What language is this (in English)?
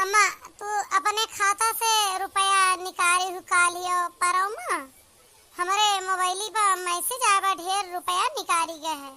Awadhi